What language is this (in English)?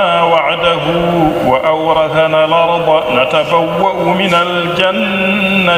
Fula